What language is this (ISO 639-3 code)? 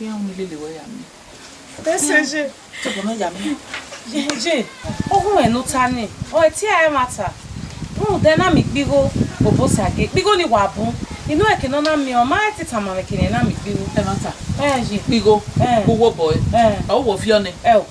bin